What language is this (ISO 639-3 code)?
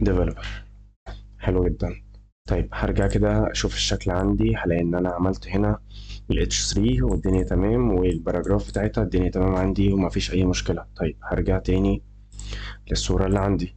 arz